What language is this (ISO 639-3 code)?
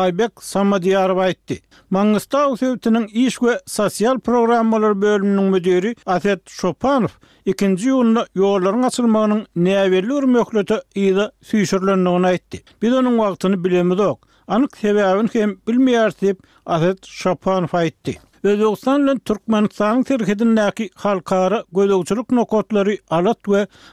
tuk